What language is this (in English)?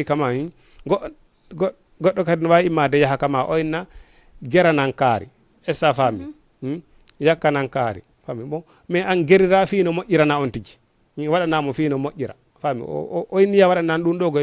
Fula